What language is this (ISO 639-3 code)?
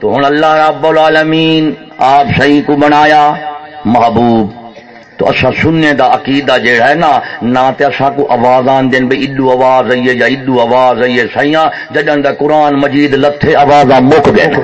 skr